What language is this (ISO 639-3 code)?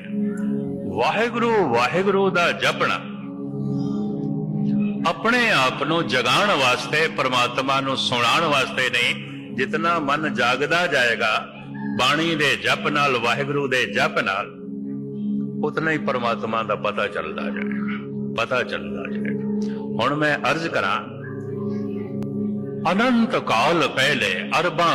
pan